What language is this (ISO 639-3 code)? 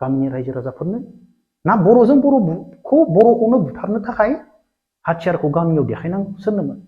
brx